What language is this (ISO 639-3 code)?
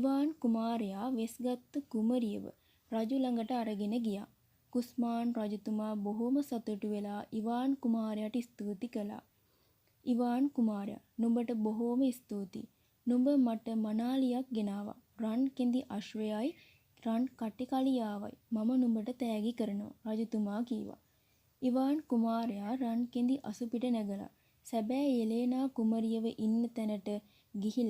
sin